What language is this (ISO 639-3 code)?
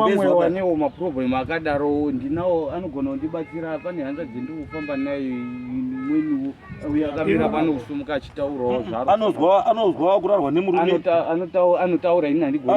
sna